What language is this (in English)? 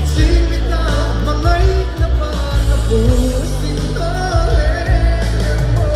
Mizo